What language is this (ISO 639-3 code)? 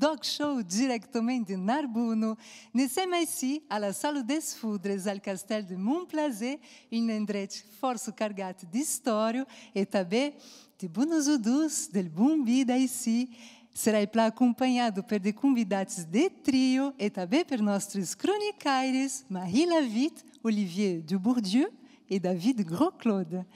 oci